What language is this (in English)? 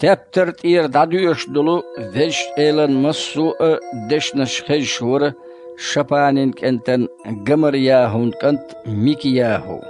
Chechen